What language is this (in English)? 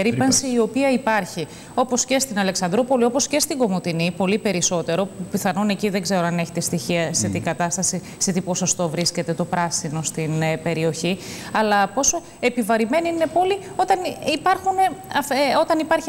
Greek